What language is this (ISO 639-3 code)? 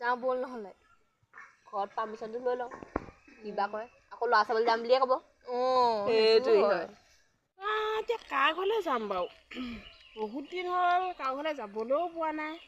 asm